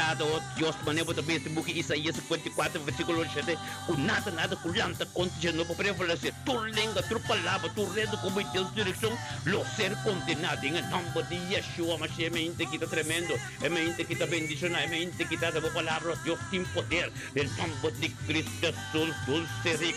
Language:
Papiamento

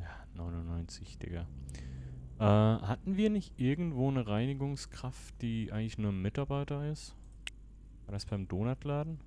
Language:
Swiss German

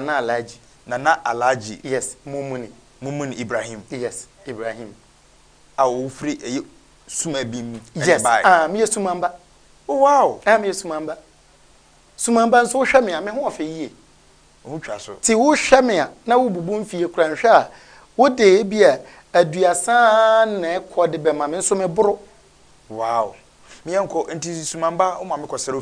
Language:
Akan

